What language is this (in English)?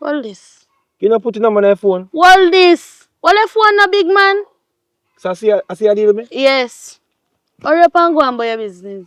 Jamaican Creole English